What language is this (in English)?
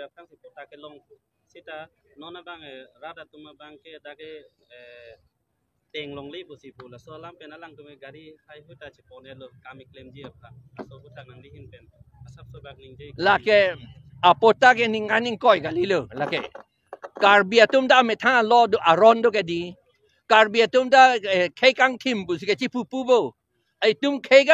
Karbi